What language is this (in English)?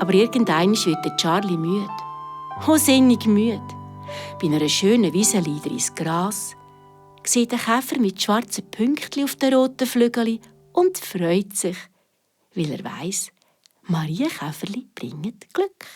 Swiss German